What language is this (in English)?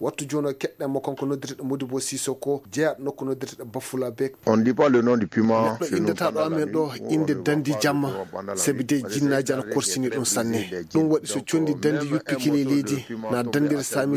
Maasina Fulfulde